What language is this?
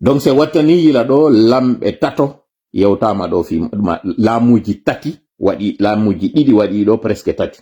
Fula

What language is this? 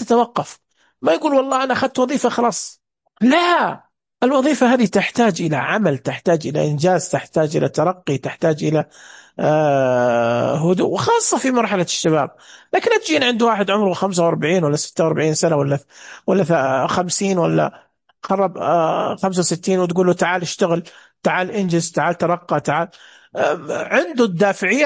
Najdi Arabic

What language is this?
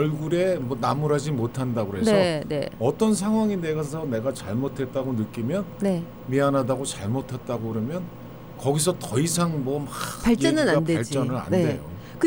Korean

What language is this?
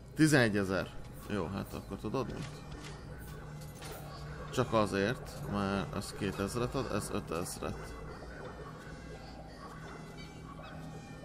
Hungarian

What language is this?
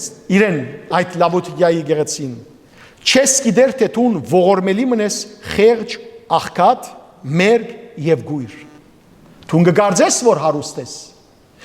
Western Armenian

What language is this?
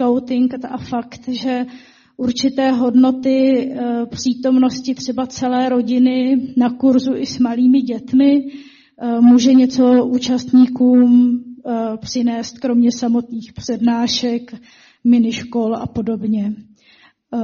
Czech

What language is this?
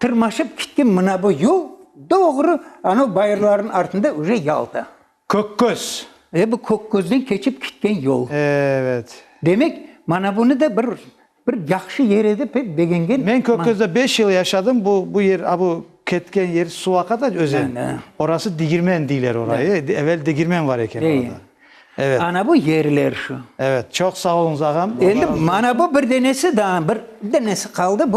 Crimean Tatar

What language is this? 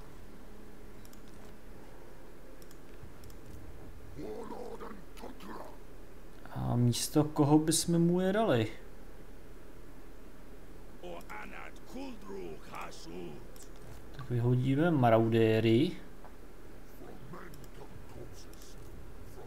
Czech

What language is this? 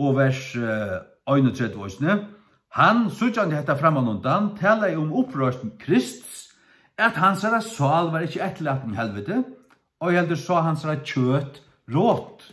Faroese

